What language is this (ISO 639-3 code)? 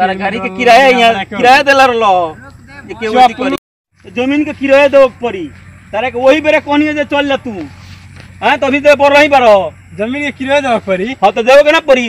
bho